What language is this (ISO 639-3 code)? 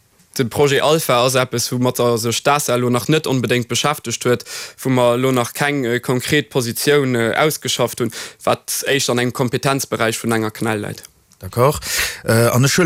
ltz